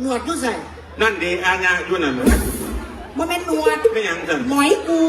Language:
Northeastern Thai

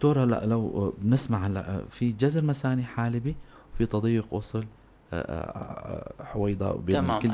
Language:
North Levantine Arabic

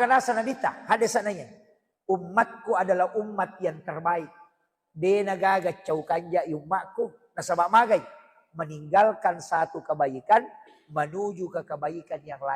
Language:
Buginese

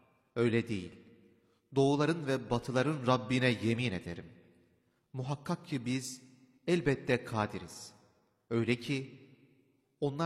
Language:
Turkish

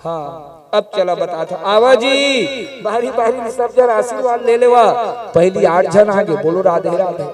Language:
Chhattisgarhi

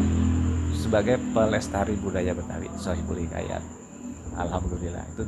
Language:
Betawi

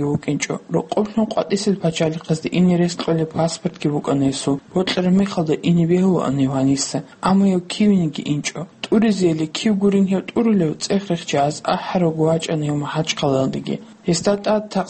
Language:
Avaric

